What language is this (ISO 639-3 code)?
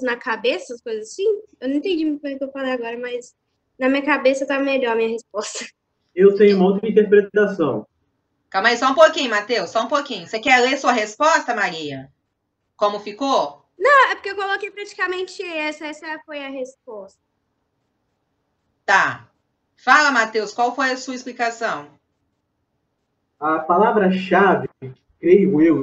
por